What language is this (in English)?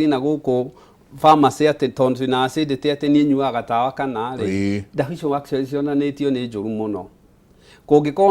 Kikuyu